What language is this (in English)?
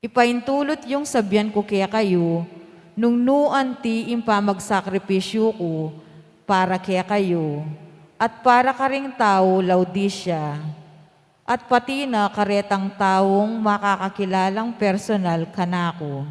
Pampanga